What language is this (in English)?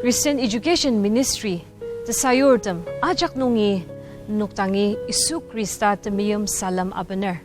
Ao Naga